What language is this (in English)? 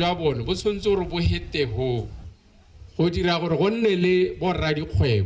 Tswana